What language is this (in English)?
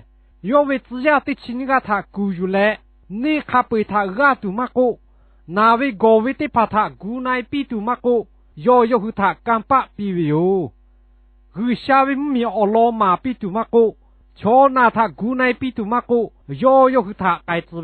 Lahu